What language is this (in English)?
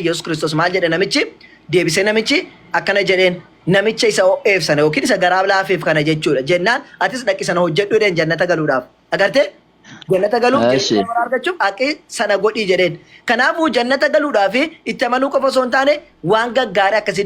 Oromo